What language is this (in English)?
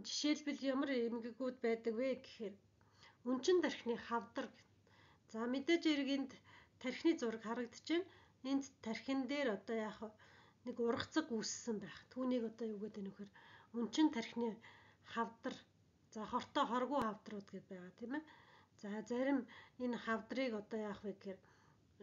Mongolian